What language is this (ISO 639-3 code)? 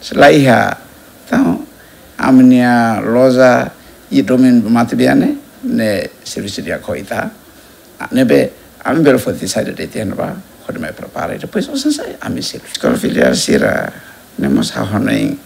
tet